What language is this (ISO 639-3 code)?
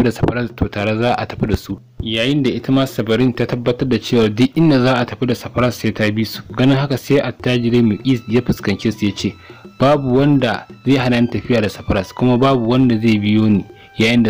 hau